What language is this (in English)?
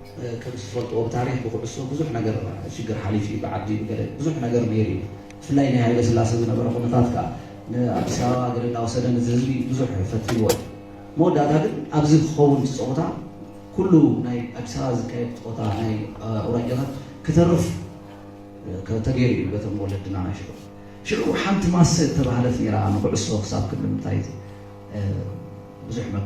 Tigrinya